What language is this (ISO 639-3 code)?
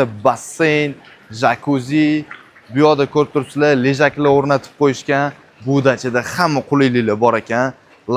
uzb